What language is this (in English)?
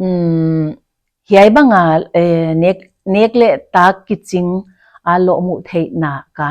Paite Chin